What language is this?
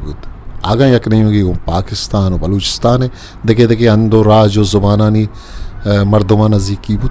Eastern Balochi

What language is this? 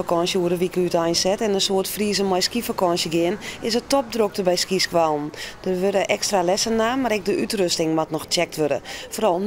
Western Frisian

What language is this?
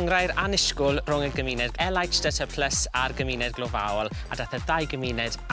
Welsh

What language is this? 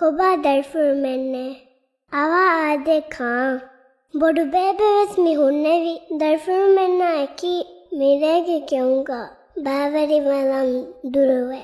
Divehi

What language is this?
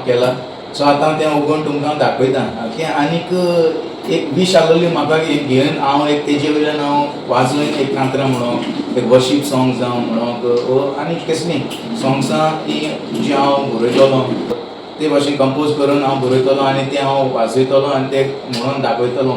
Konkani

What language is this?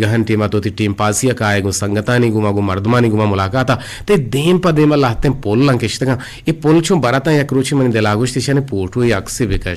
Eastern Balochi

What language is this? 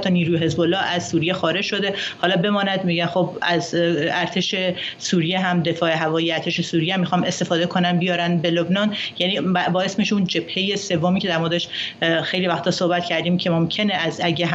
Persian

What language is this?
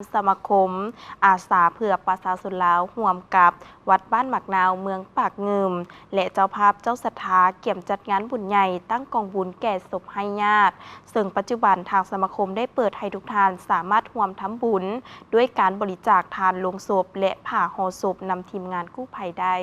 Lao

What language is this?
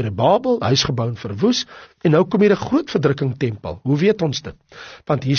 Afrikaans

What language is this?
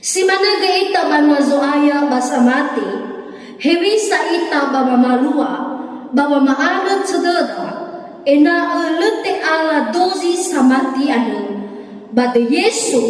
Nias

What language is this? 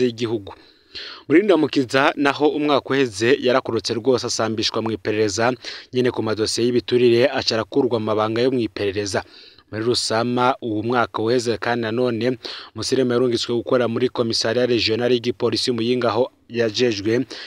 Rundi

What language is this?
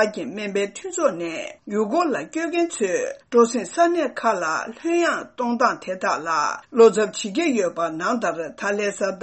Tibetan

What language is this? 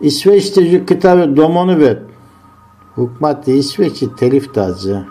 Zaza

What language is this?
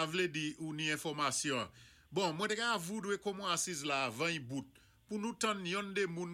Saint Lucian Creole French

